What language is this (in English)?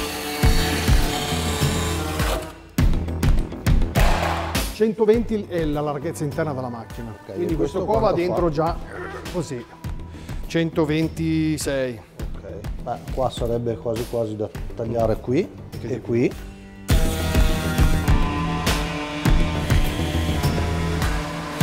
Italian